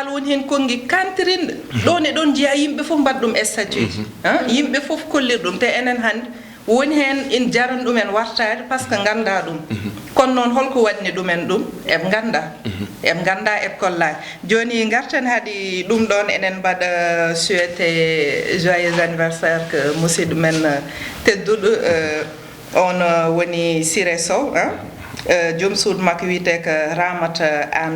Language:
Fula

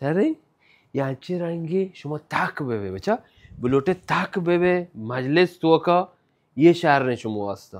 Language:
Baluchi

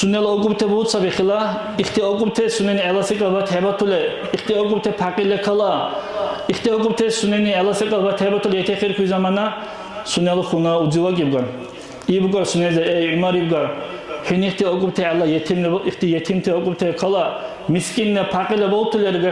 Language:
Dargwa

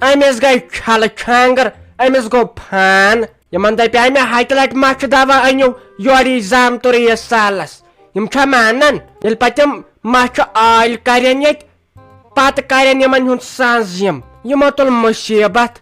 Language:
Kashmiri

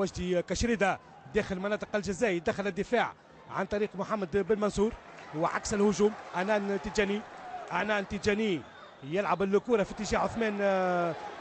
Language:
Tunisian Arabic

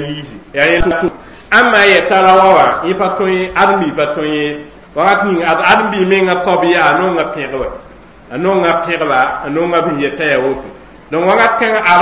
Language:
Mossi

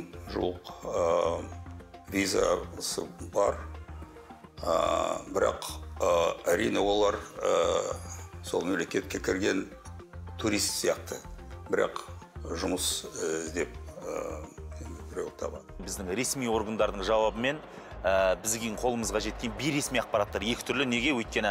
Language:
Kazakh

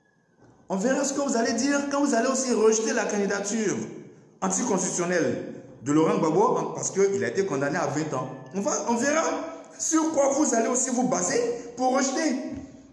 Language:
French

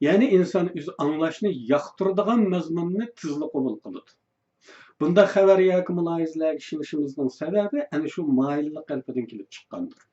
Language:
Uyghur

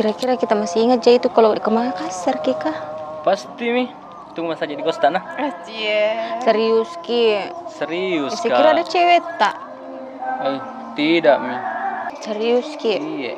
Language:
Makassar Malay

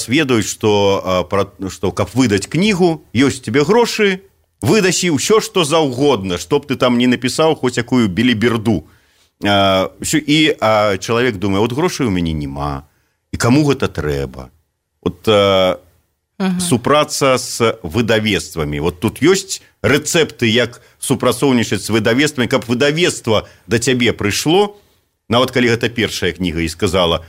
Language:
Belarusian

